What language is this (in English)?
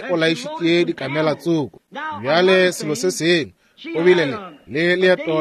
Northern Sotho